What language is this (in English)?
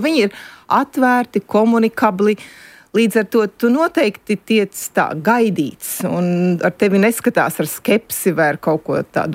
Latvian